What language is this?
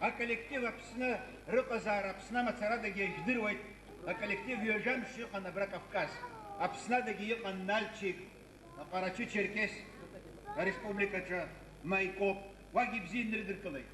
Abkhazian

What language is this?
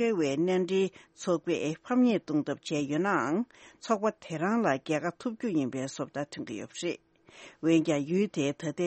Tibetan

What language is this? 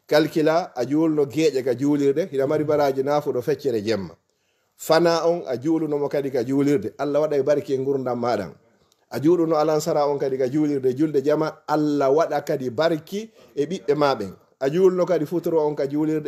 Fula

